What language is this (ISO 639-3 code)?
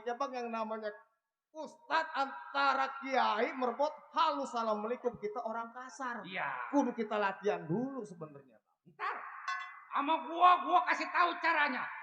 bew